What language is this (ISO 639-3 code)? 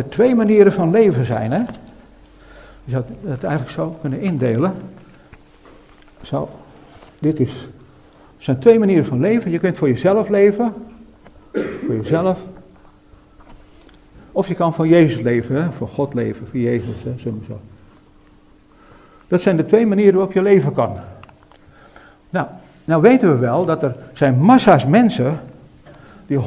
nld